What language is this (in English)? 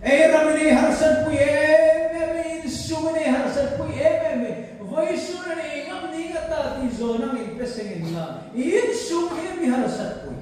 Hmar